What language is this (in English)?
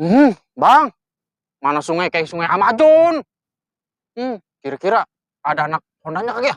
Betawi